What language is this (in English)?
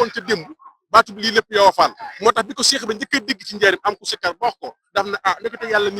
Wolof